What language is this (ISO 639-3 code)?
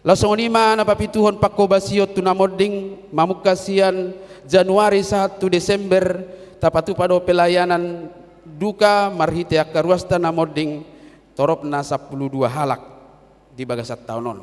bbc